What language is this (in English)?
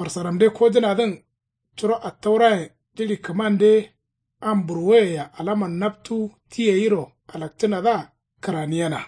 Kanuri